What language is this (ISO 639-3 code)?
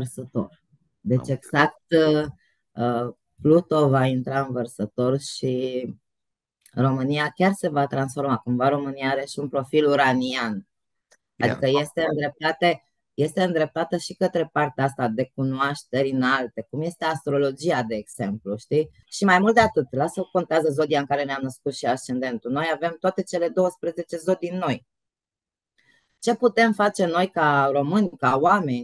ron